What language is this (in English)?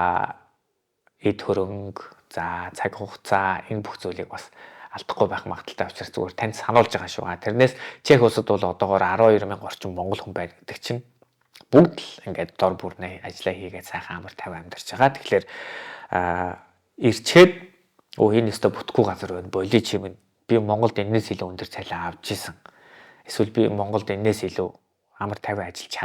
Mongolian